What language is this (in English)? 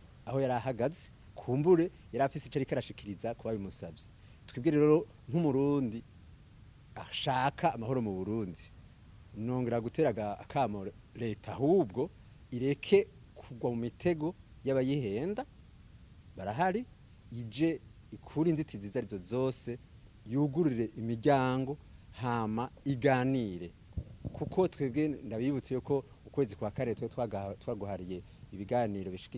Rundi